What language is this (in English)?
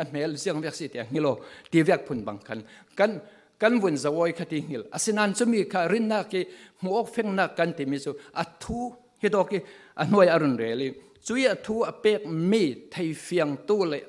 Falam Chin